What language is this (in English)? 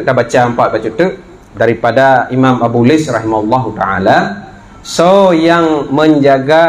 Achinese